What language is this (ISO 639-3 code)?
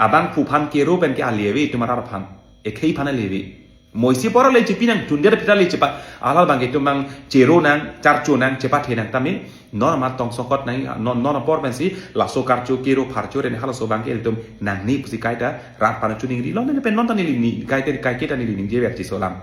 mjw